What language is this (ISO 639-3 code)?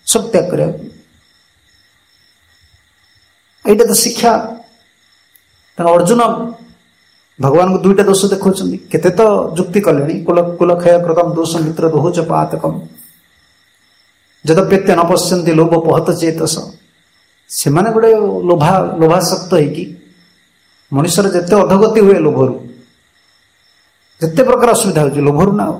ori